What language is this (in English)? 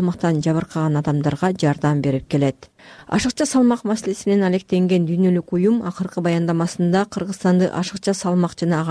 Kyrgyz